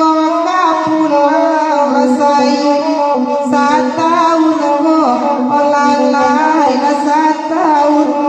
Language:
Minangkabau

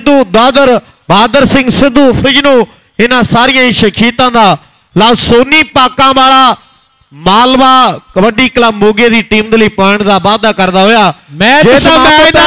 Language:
Punjabi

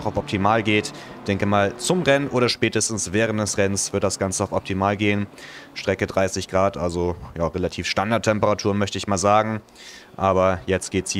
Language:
German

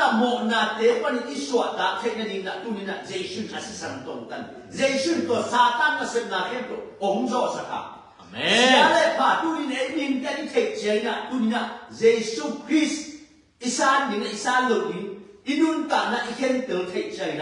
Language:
Tedim Chin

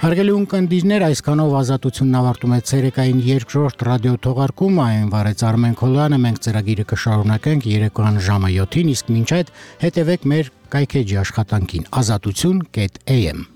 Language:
Armenian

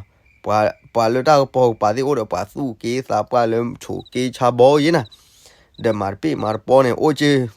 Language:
S'gaw Karen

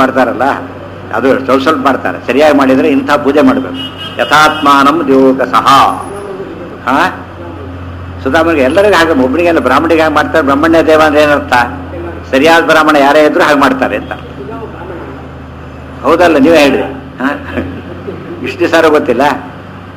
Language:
Kannada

